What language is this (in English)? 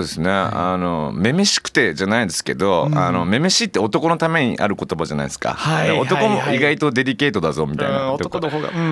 Japanese